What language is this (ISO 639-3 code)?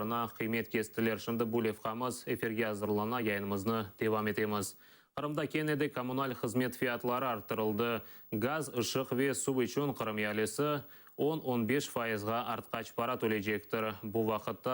crh